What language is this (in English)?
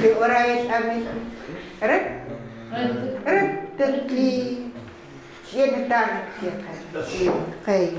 Chukot